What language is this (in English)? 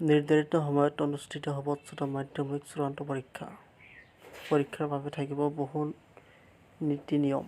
Assamese